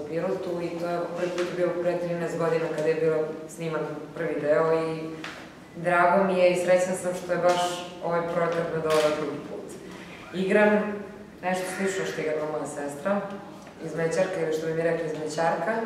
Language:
Serbian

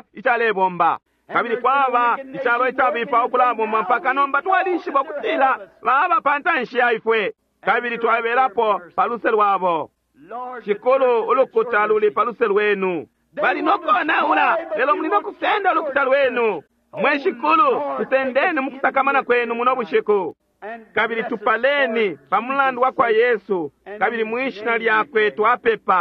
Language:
Bemba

